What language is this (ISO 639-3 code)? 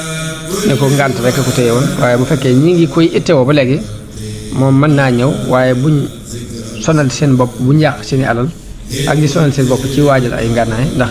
wol